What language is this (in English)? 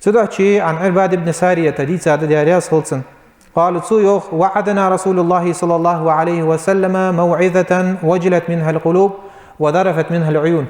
Ingush